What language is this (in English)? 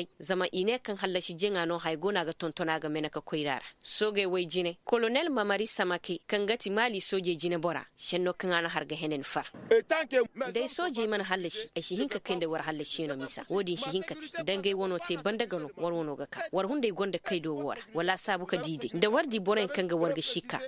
Koyraboro Senni